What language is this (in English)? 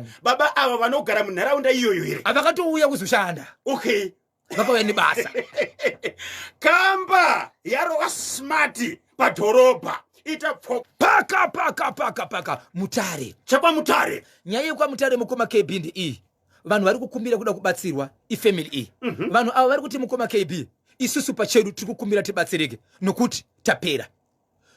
Shona